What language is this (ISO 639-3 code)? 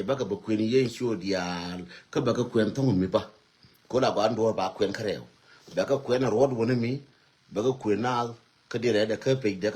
nus